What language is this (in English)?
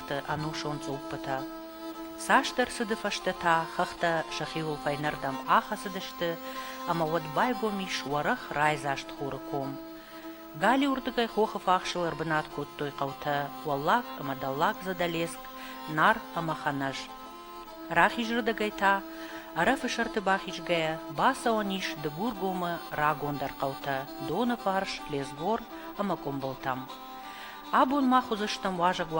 Ossetic